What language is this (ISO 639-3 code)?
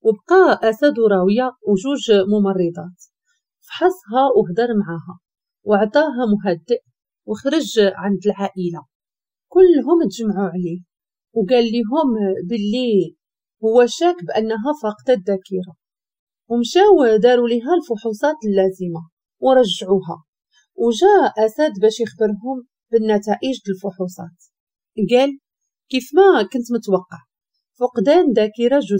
ary